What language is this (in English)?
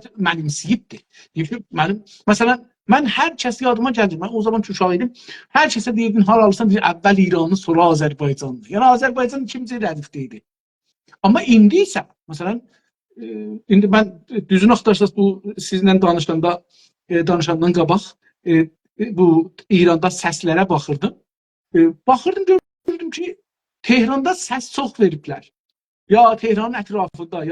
South Azerbaijani